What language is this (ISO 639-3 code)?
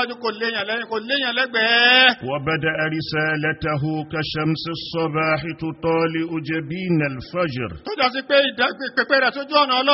yor